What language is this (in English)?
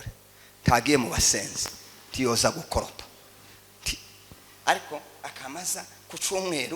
Kinyarwanda